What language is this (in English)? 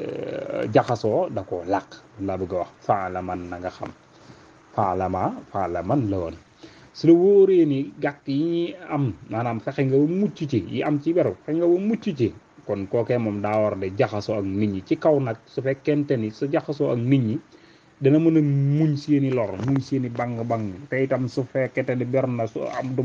Wolof